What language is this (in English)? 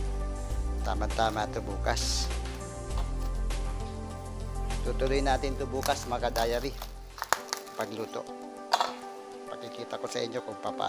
Filipino